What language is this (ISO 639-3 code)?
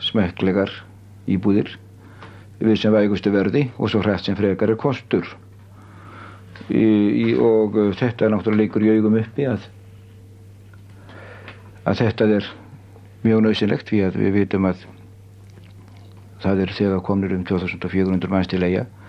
isl